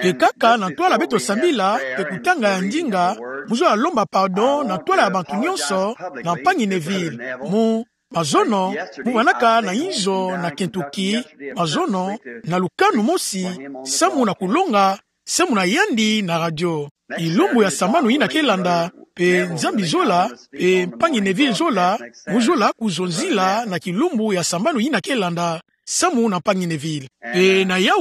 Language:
Kituba (Democratic Republic of Congo)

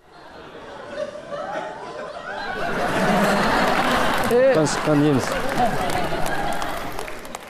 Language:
Kazakh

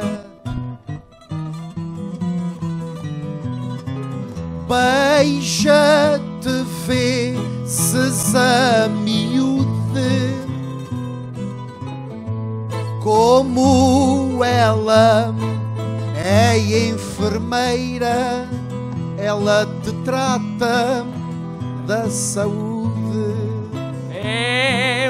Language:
Portuguese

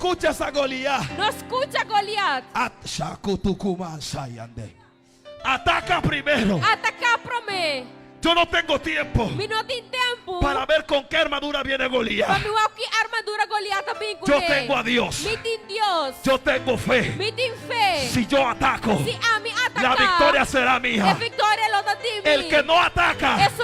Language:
Papiamento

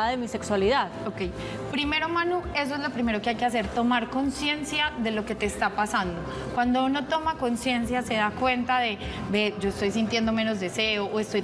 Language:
Spanish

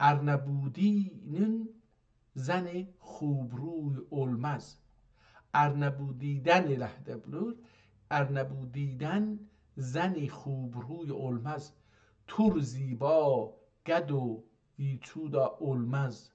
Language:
South Azerbaijani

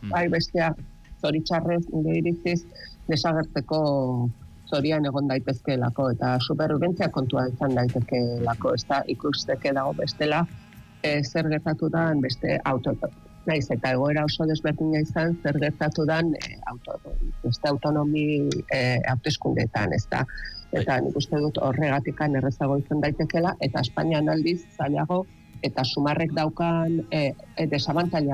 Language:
Basque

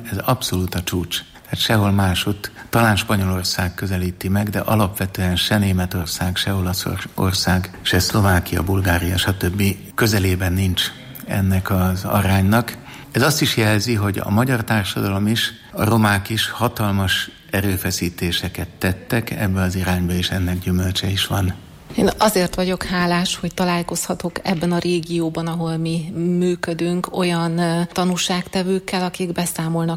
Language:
Hungarian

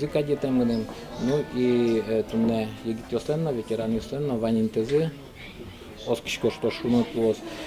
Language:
Udmurt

